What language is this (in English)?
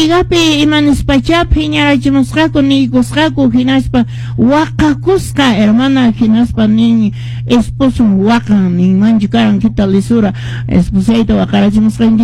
Quechua